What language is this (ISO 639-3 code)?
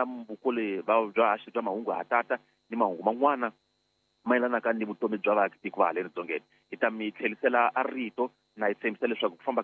tso